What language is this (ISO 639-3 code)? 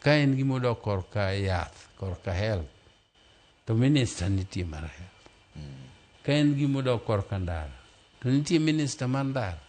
luo